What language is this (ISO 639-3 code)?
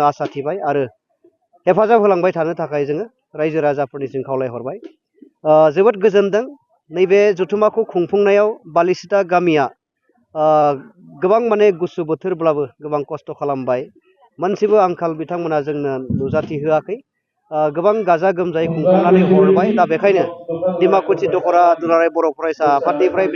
brx